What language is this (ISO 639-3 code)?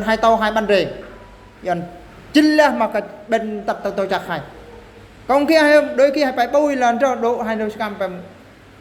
bru